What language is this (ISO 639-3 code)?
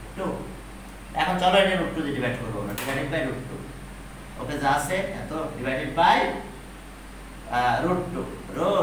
ben